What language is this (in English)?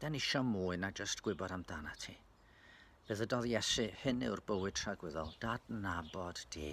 Welsh